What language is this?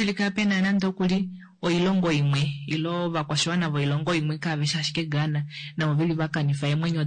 Kuanyama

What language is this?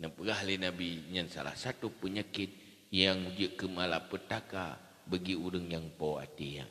Achinese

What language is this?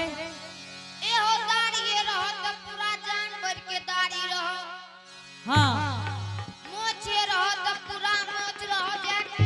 Angika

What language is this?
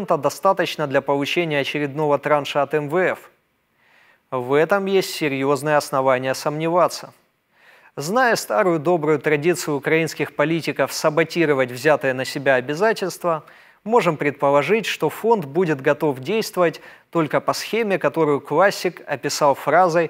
Russian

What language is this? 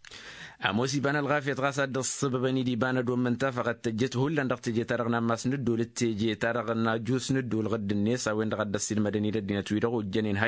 Tamasheq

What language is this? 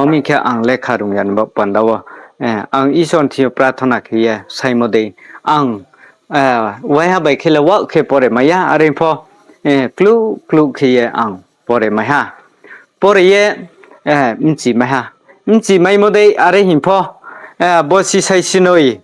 Riang (India)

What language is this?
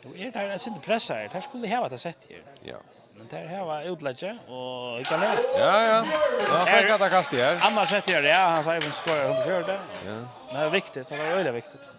Faroese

